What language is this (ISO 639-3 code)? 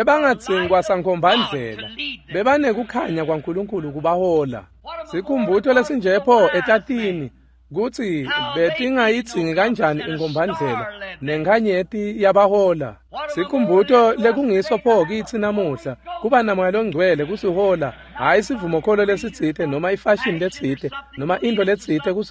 ssw